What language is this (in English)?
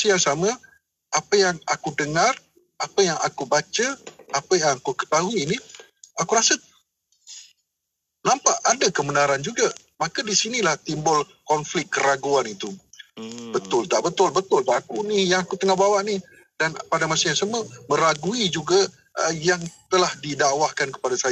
Malay